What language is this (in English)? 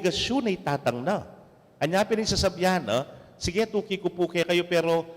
Pampanga